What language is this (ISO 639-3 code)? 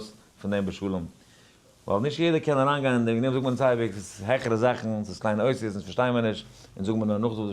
yid